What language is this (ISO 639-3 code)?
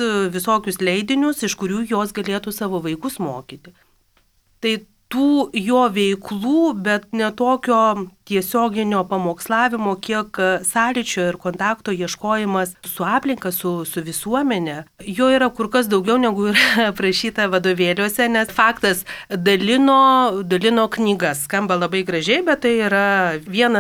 lit